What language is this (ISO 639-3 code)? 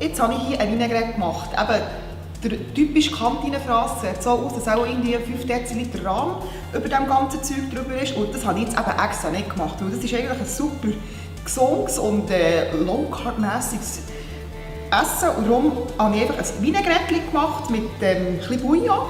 gsw